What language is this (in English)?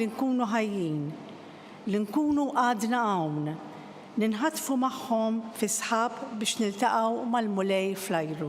Maltese